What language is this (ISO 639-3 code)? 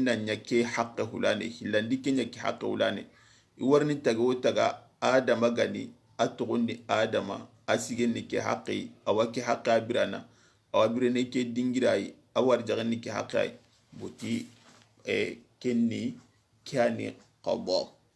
snk